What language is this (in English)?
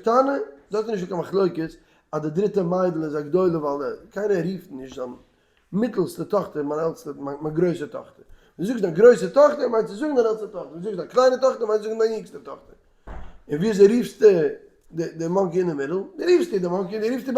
Yiddish